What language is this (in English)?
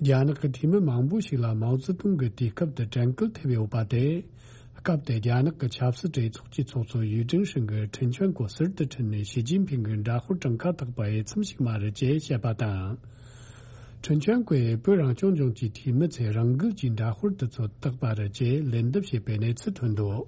Tibetan